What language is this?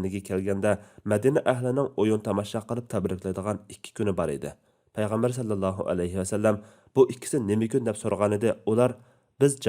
Uyghur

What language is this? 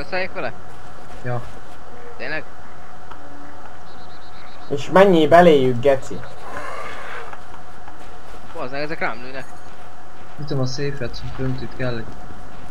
Hungarian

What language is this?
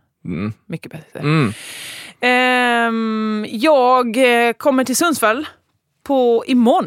Swedish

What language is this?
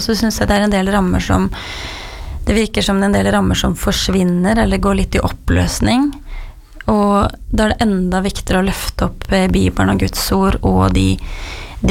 Norwegian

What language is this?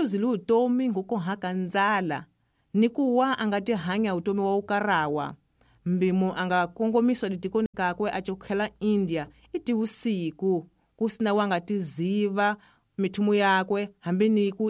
Tsonga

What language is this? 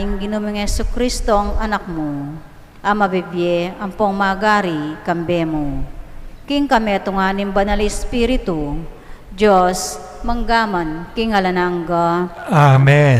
Pampanga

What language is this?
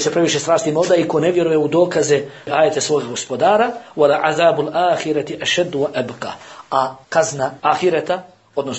Bosnian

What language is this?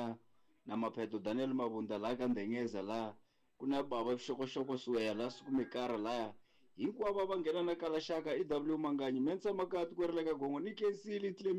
Tsonga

